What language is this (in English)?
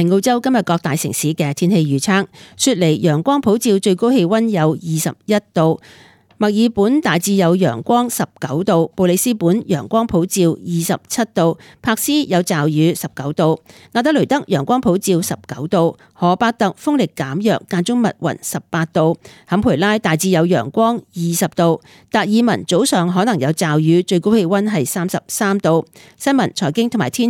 Cantonese